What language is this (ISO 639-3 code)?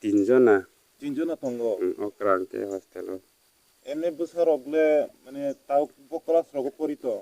trp